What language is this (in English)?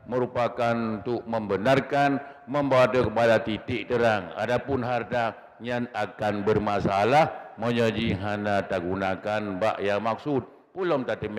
Achinese